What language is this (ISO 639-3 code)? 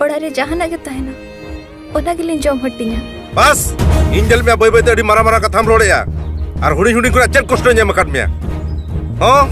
sat